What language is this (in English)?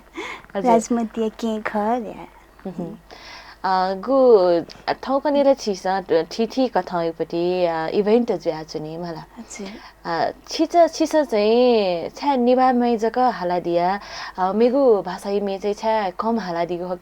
Newari